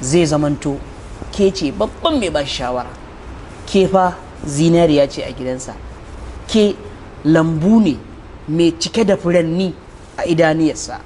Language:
Hausa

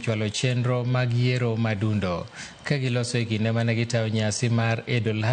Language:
Luo (Kenya and Tanzania)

